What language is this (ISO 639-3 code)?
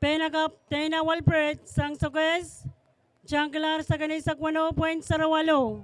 pon